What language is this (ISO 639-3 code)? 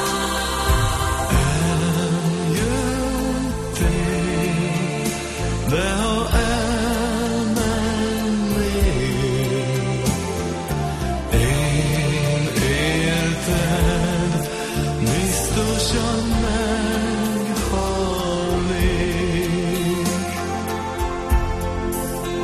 hun